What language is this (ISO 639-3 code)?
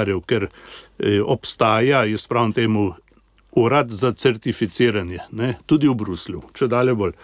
slv